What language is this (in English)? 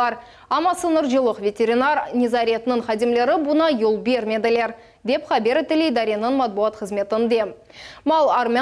Crimean Tatar